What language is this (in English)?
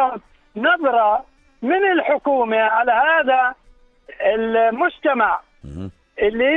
North Levantine Arabic